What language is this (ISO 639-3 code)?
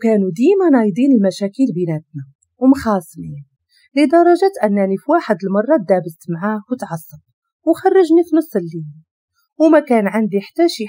ary